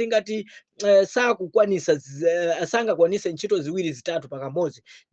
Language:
Nyanja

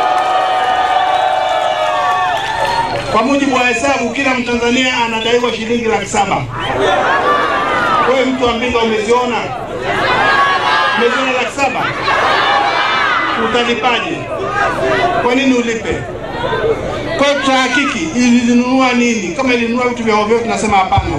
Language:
Swahili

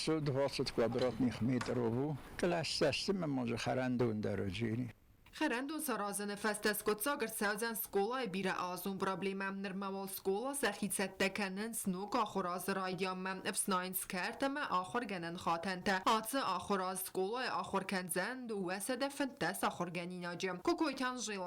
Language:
Ossetic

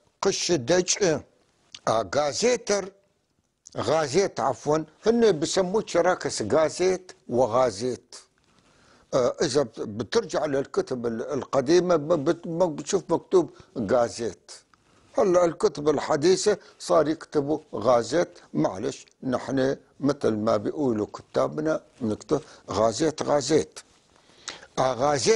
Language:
North Levantine Arabic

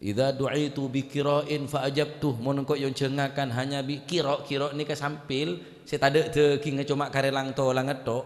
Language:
Madurese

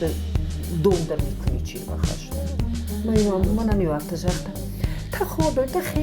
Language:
Ossetic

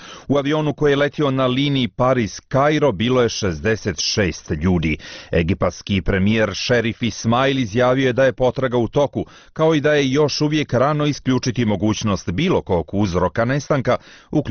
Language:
Bosnian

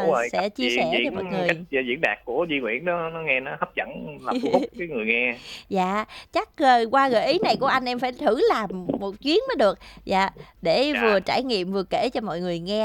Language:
Vietnamese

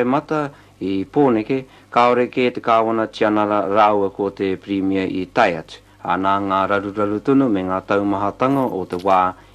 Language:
Māori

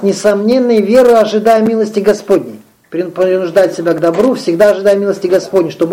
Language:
Russian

